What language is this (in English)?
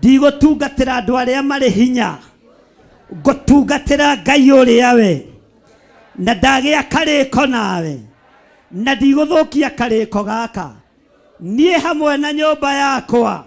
Kikuyu